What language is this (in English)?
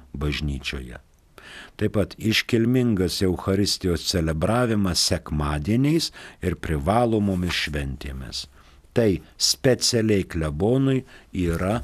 Lithuanian